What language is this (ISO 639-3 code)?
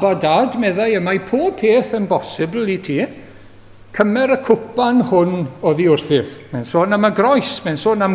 cym